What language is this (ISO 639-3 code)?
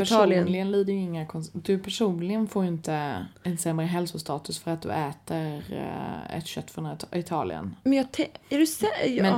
swe